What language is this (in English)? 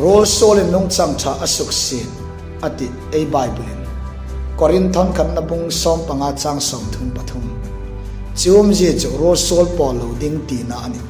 Hmar